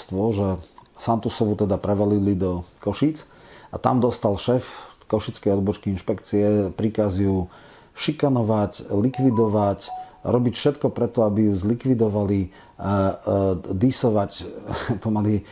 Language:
Slovak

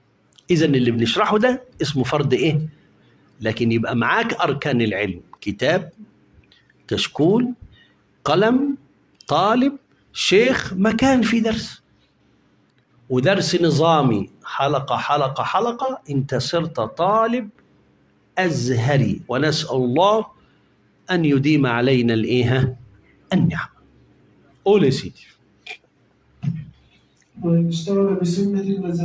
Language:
Egyptian Arabic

